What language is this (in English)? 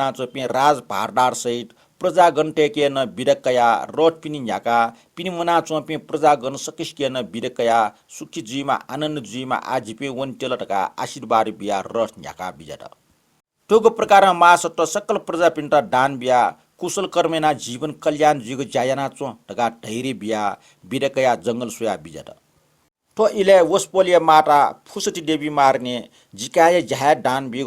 Newari